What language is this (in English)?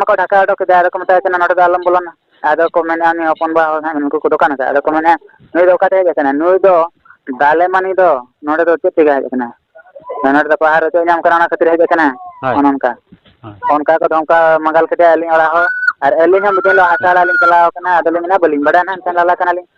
Santali